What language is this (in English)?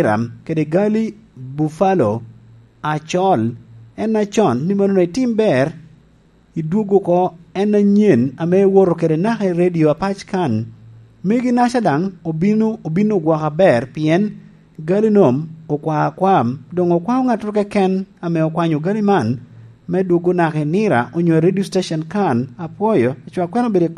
Lango (Uganda)